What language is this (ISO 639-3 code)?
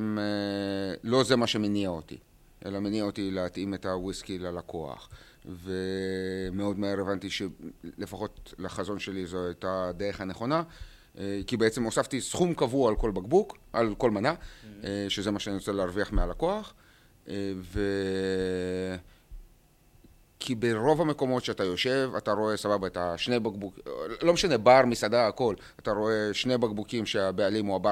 heb